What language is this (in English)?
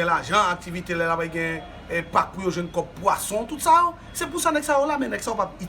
Haitian Creole